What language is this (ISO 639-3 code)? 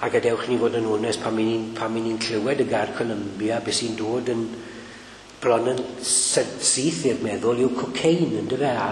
cym